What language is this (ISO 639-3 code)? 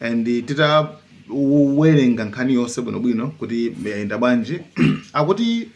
nya